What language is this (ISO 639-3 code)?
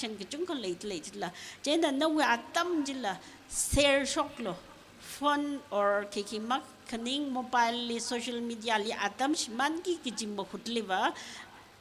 nmf